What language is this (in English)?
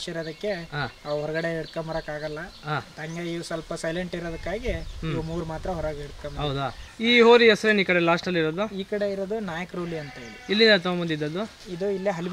Kannada